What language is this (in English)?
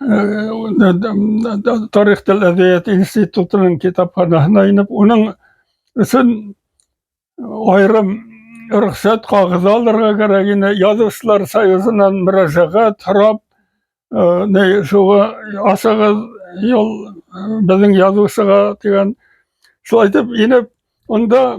Bashkir